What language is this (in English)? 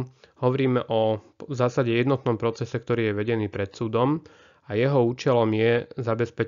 Slovak